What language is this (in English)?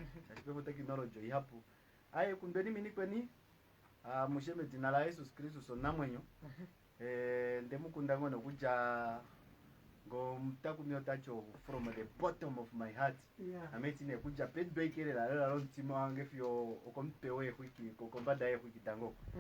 Kuanyama